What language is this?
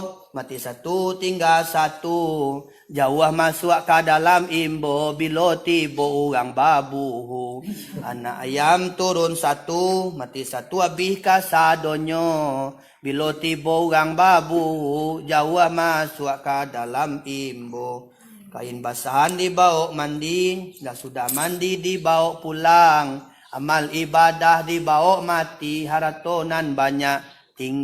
Minangkabau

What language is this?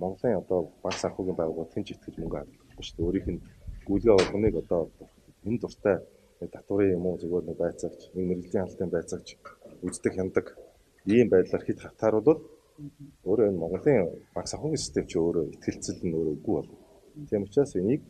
Mongolian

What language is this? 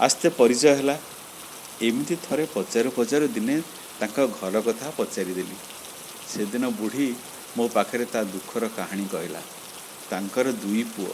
Odia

